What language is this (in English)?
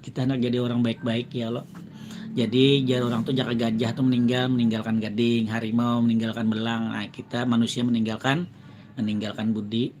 Banjar